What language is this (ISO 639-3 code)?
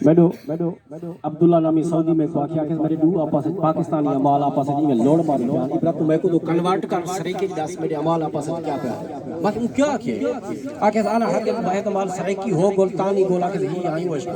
skr